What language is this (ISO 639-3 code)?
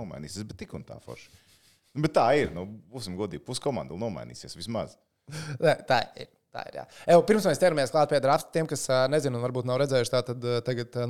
lav